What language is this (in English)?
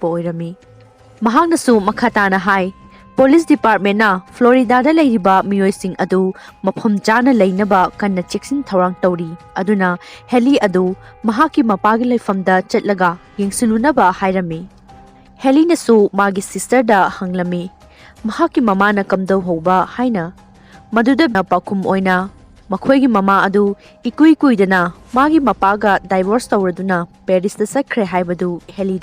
Manipuri